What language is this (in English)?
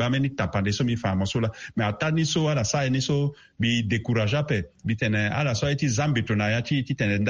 Sango